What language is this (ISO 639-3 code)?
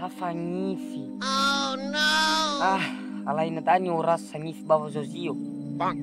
nia